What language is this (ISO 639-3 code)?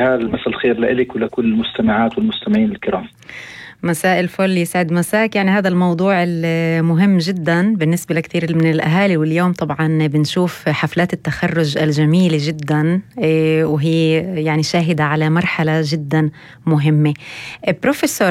apc